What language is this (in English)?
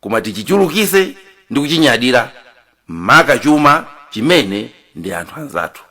Nyanja